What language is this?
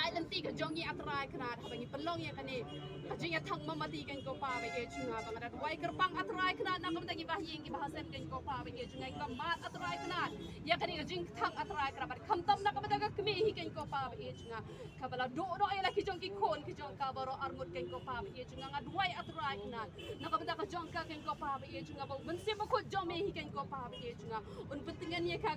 Khasi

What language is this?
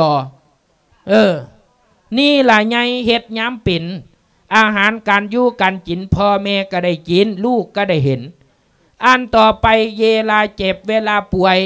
Lao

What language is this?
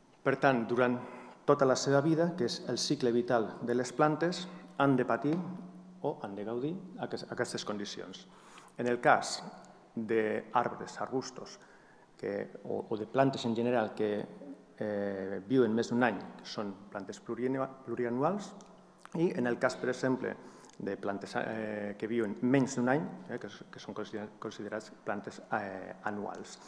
Catalan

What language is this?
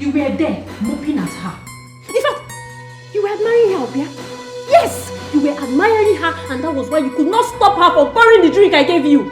Nigerian Pidgin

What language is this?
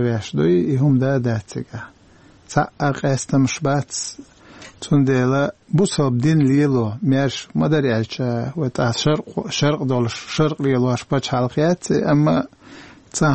Chechen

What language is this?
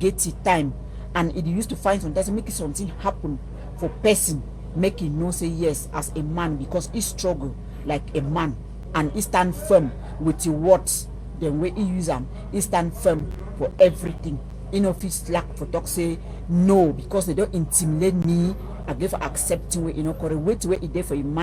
Cameroon Pidgin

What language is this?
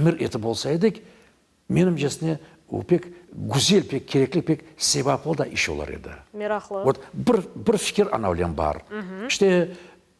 Crimean Tatar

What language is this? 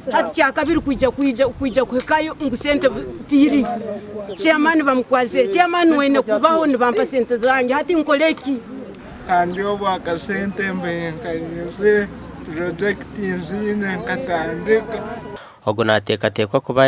Nyankole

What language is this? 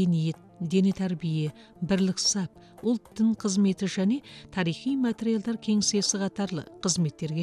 Kazakh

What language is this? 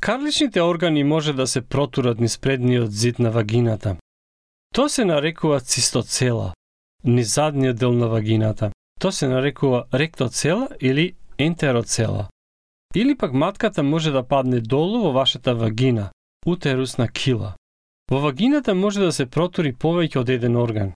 Macedonian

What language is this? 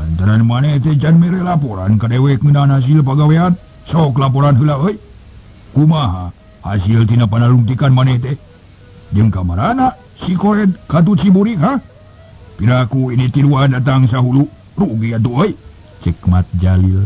Sundanese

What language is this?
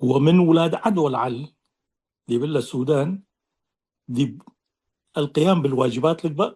Tigre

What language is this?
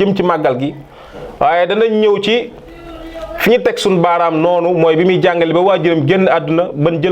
Wolof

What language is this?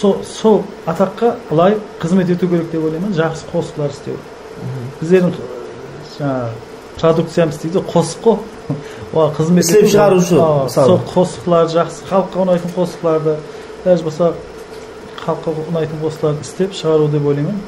Kara-Kalpak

